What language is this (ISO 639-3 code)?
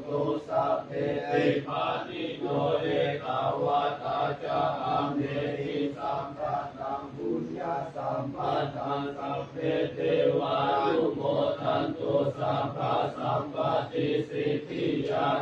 pli